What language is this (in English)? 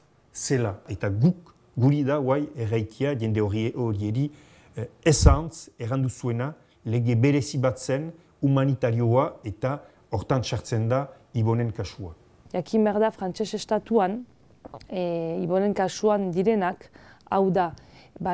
Basque